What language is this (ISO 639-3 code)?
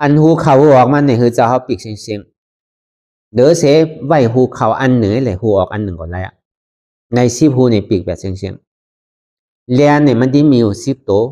shn